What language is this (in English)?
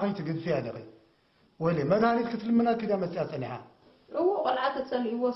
Tigrinya